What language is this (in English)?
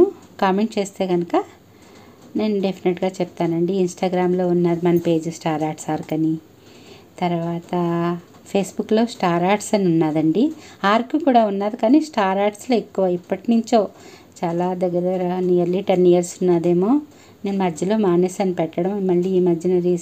Telugu